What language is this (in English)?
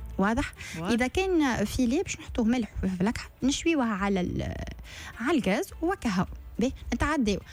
Tunisian Arabic